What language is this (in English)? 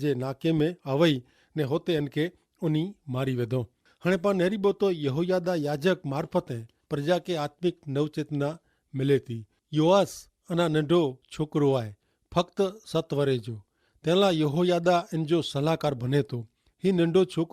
Kachhi